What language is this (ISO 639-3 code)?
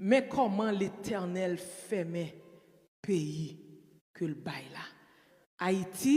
hat